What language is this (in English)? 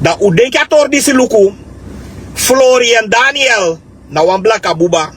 Sranan Tongo